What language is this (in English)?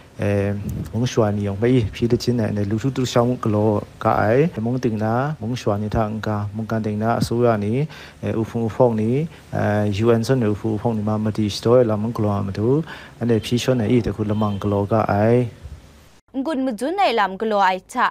Kachin